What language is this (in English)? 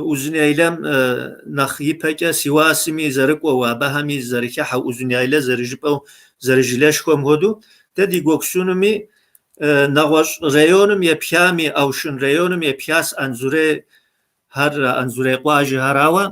Kabardian